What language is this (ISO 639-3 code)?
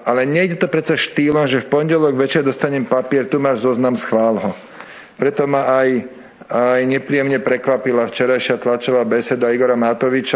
slk